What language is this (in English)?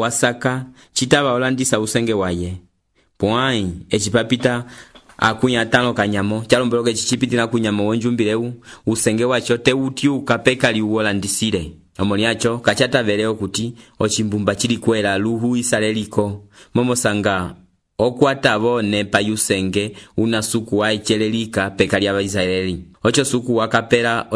Umbundu